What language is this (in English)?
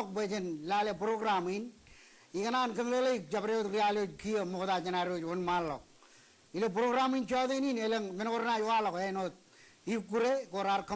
Marshallese